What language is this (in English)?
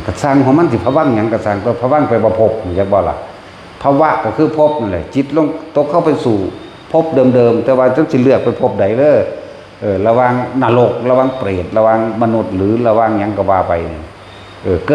Northeastern Thai